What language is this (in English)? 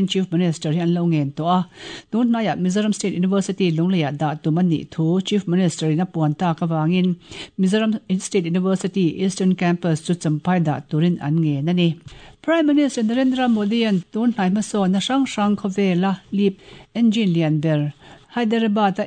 Mizo